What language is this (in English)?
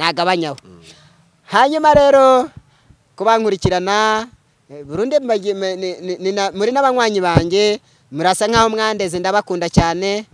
Kinyarwanda